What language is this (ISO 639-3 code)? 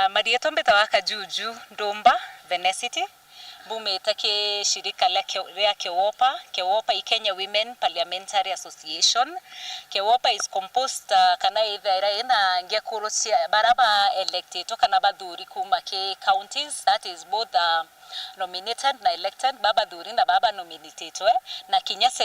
mer